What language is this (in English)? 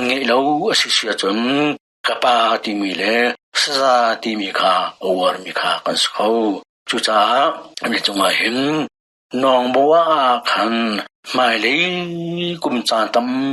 Hakha Chin